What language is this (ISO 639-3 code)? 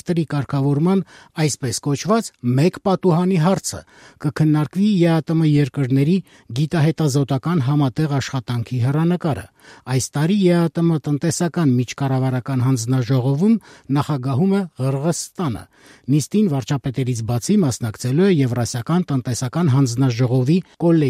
hye